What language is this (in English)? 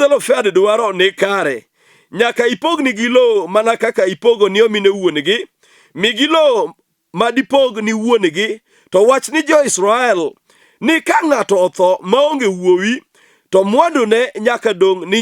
Luo (Kenya and Tanzania)